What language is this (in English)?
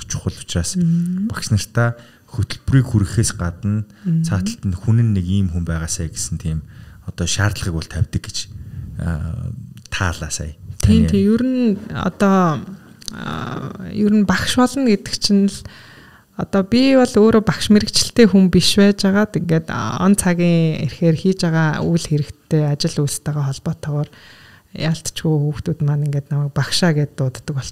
Mongolian